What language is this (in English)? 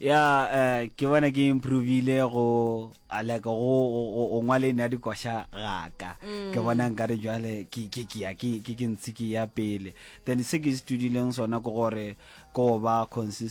Northern Sotho